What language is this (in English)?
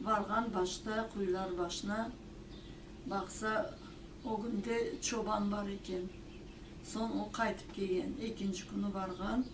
Crimean Tatar